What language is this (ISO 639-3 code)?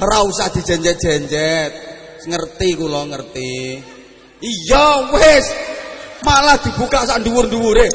jav